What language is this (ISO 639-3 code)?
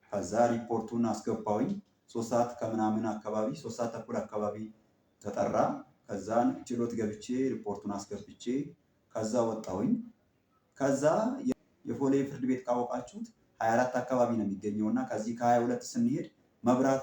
amh